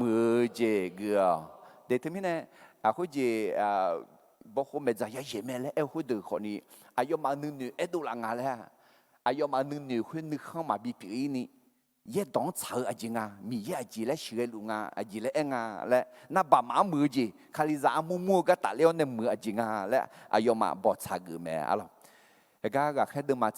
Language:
Akha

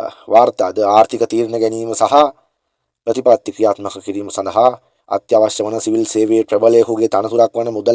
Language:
Sinhala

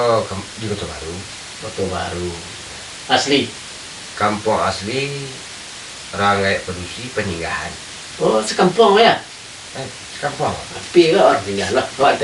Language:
Minangkabau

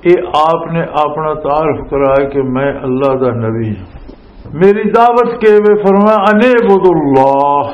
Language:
Western Panjabi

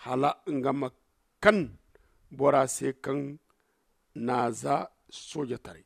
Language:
Zarma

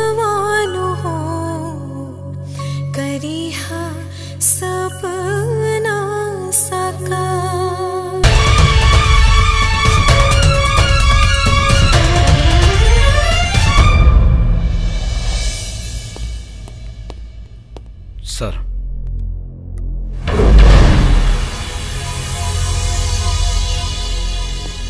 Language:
Bhojpuri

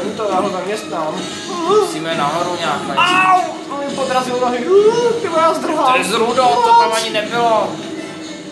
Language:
Czech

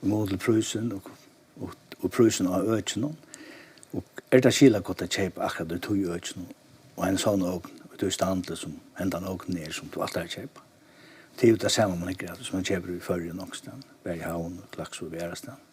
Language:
Faroese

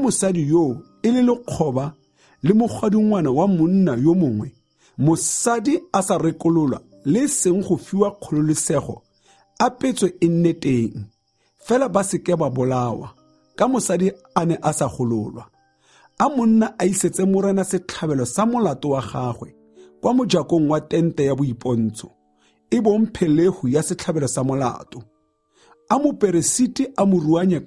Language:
Tswana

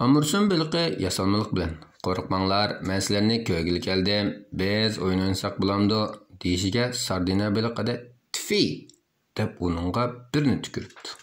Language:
Uyghur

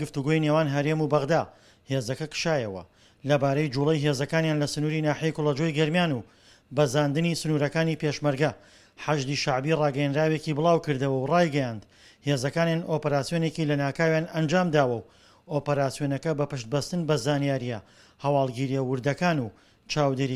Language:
Central Kurdish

